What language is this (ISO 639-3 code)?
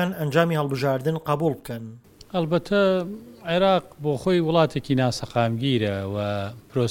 ckb